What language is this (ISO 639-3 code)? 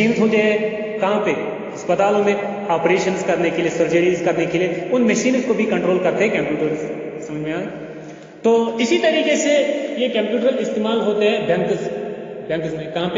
urd